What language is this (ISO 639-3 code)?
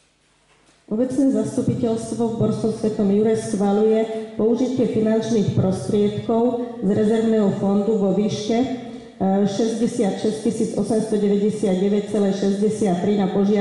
slk